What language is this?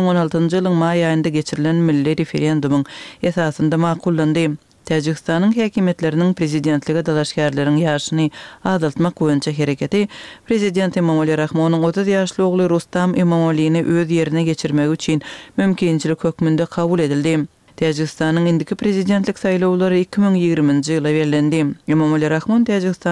Turkmen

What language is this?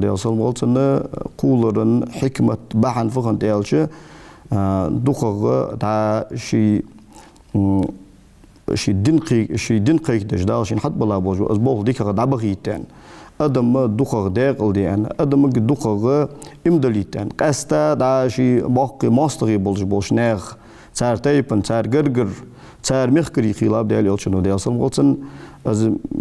Ingush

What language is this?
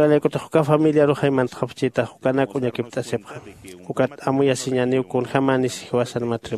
Aymara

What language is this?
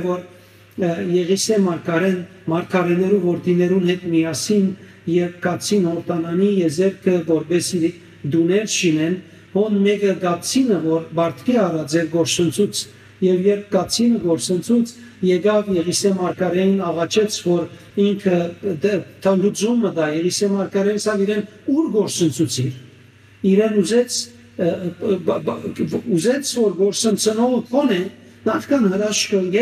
Western Armenian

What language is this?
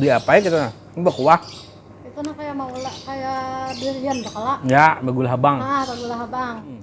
Banjar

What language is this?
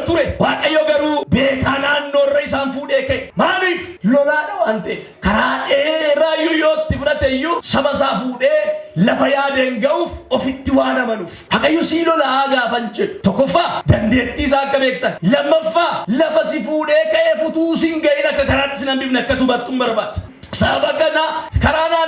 Oromo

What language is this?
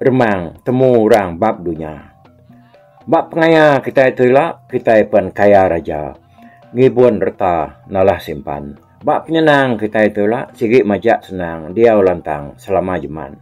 Iban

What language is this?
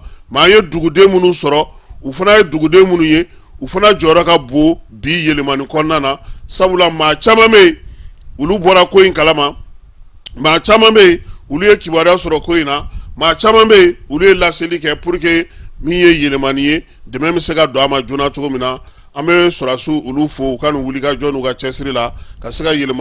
Bambara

